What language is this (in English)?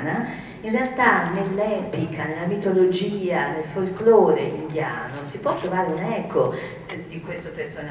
Italian